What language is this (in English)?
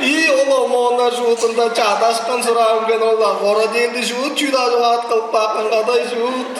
Tuvinian